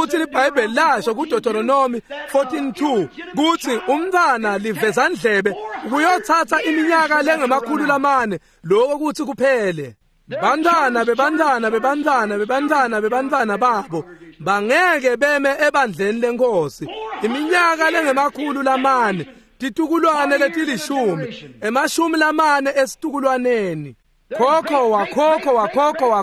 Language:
Swati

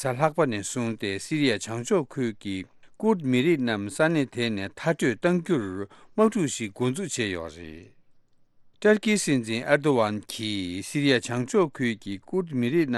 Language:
Tibetan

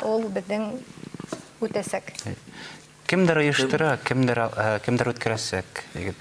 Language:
Bashkir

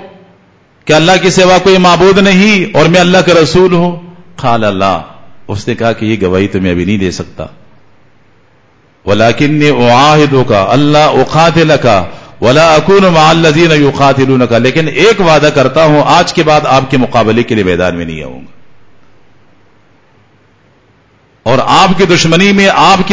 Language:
Urdu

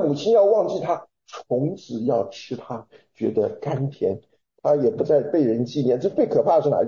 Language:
Chinese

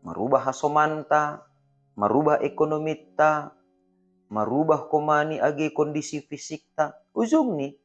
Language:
Batak Simalungun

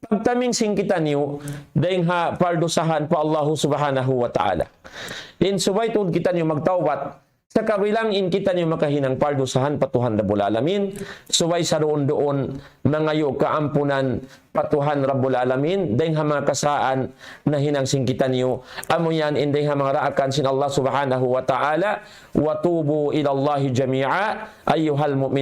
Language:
Tausug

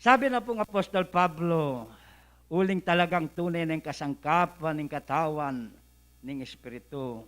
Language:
Pampanga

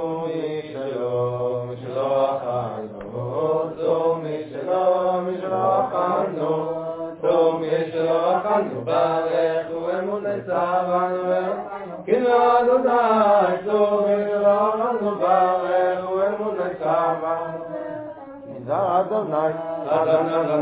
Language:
Hebrew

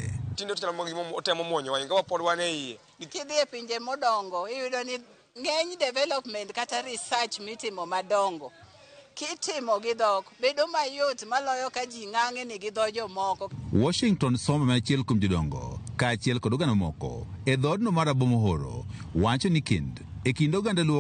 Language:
Luo (Kenya and Tanzania)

